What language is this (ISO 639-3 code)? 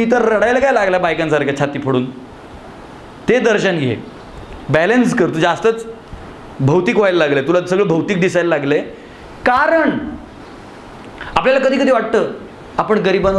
mar